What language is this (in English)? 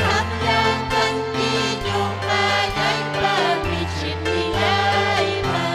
Ayacucho Quechua